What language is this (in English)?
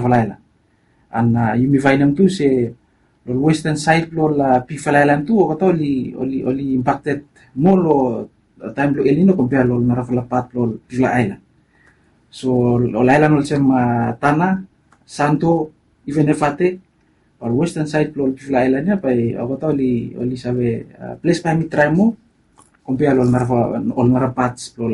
Bislama